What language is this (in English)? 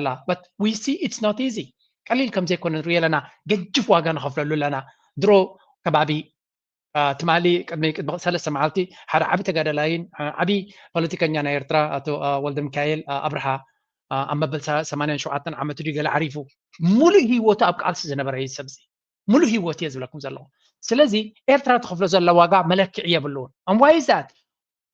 Tigrinya